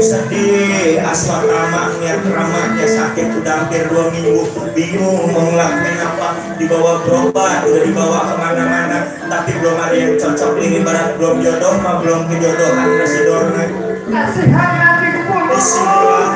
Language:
Betawi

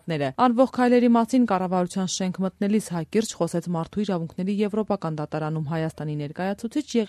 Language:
Armenian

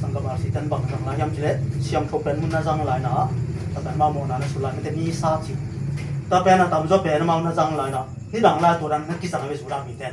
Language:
Tedim Chin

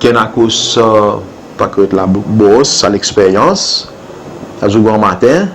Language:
Seselwa Creole French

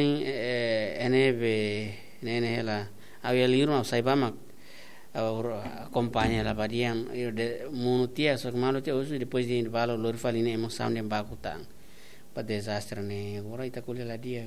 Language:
Tetum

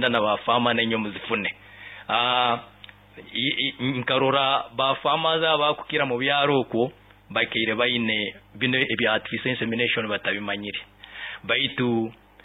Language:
Nyoro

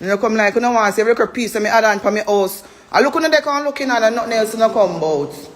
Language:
Jamaican Creole English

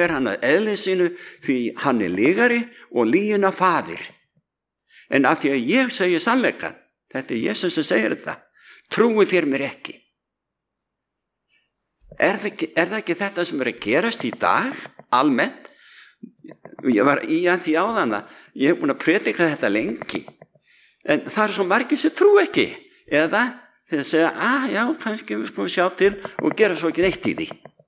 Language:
Icelandic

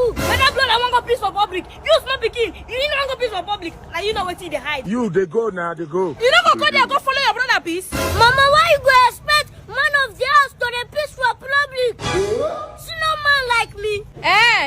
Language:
Nigerian Pidgin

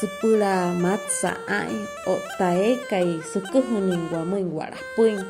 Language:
Wayuu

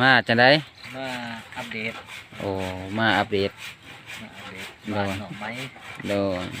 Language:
Lao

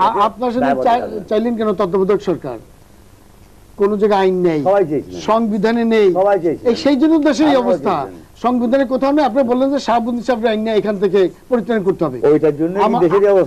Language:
Bangla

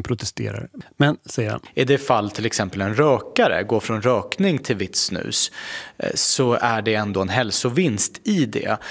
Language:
Swedish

